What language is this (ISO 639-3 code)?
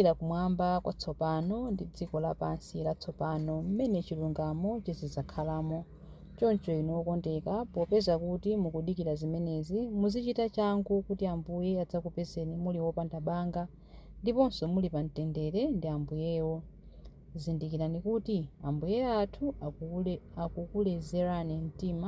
nya